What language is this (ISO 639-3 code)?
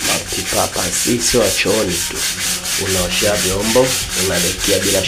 swa